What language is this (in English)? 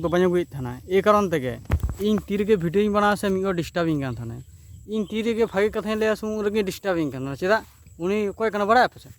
Santali